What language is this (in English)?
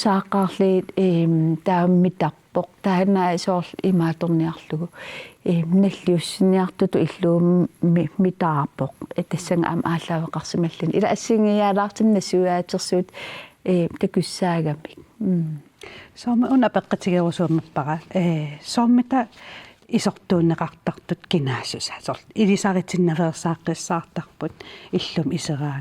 Kalaallisut